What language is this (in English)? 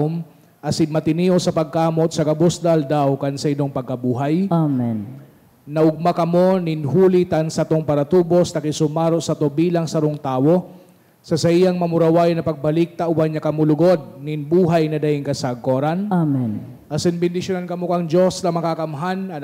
Bikol